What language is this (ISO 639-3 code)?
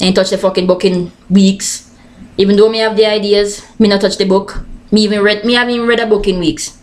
jam